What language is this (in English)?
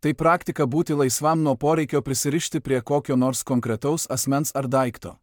Lithuanian